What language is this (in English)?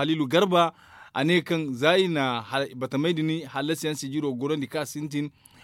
Zarma